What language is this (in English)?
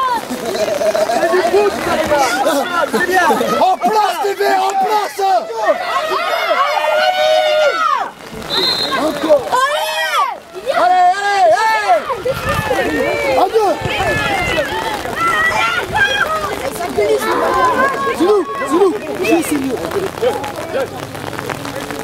French